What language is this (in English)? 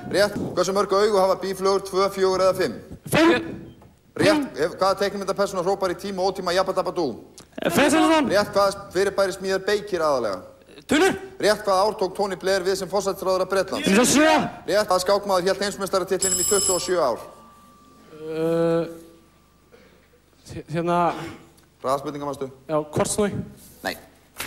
Icelandic